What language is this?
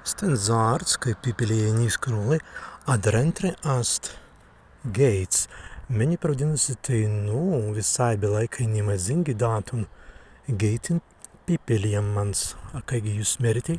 Prussian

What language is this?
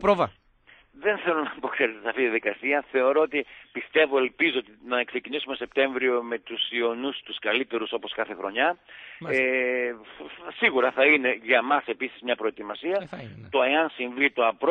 Greek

